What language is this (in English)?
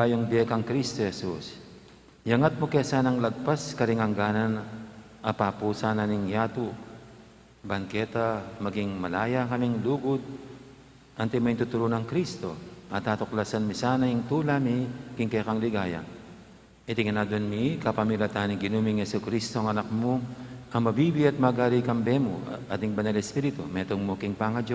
Pampanga